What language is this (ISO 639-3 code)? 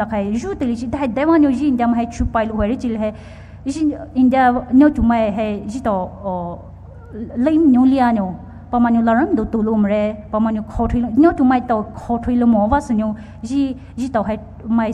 pmx